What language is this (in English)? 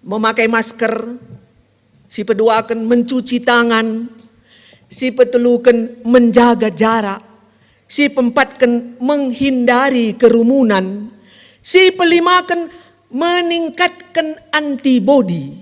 Batak Karo